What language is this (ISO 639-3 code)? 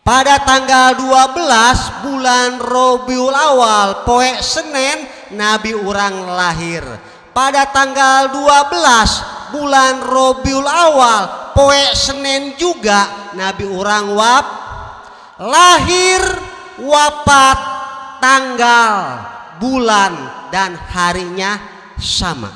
sun